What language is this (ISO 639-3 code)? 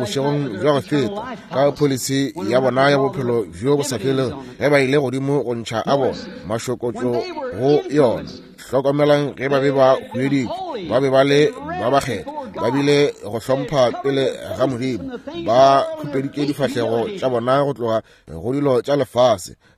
nso